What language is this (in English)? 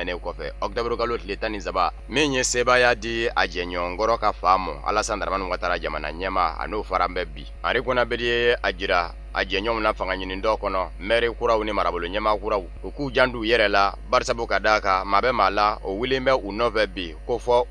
Bambara